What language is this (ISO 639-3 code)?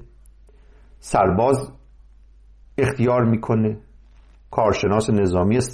fas